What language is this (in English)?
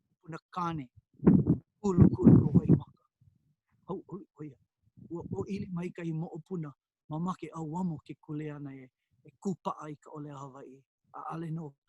Hawaiian